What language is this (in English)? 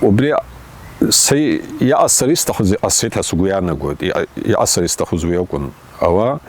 Abkhazian